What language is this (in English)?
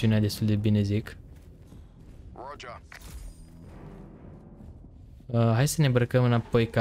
Romanian